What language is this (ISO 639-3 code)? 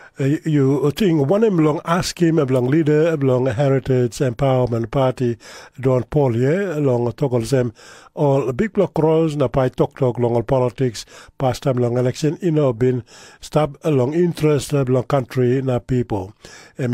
tpi